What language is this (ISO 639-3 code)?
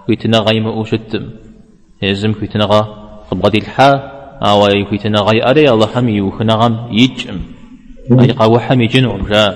kbd